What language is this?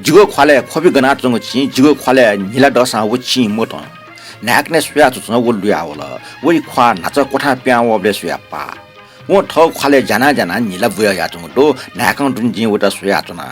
Newari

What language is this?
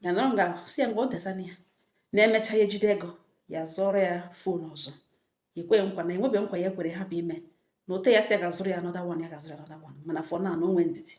Igbo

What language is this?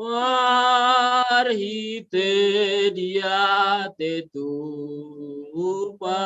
Batak Simalungun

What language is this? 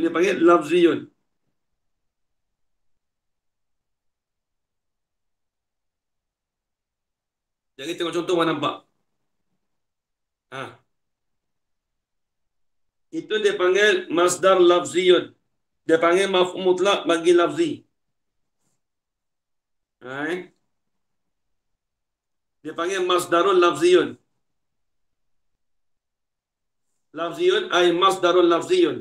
Malay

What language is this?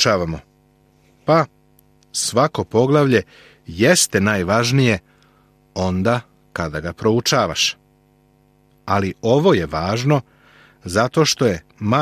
Serbian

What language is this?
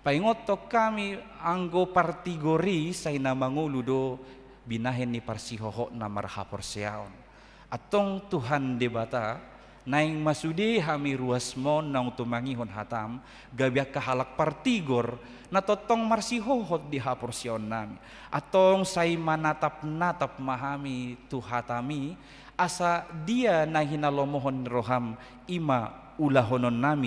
Batak Toba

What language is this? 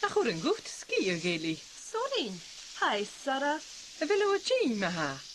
Scottish Gaelic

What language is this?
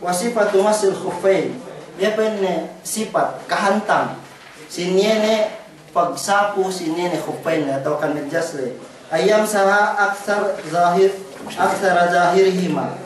Yakan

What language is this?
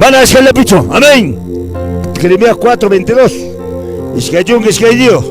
Quechua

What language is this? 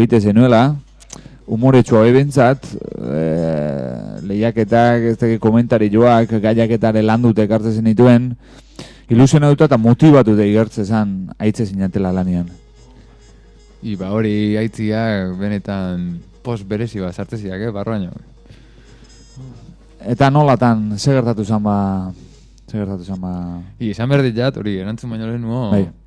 Basque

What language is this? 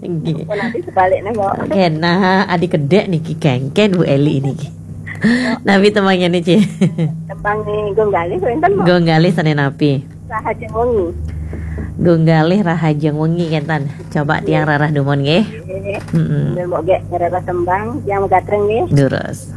Balinese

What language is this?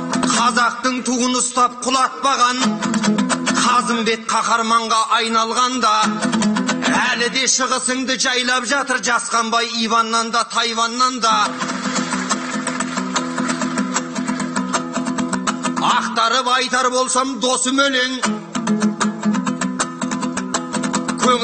Kazakh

